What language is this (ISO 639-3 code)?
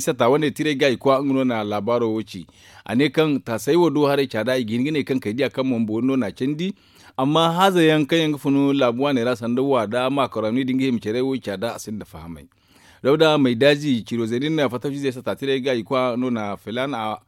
dje